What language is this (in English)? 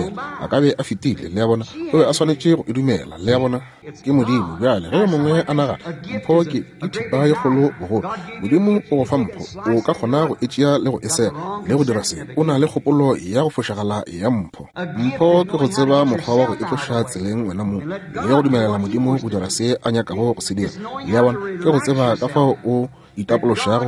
Northern Sotho